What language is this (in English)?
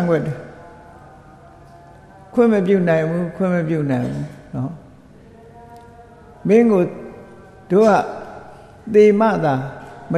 Burmese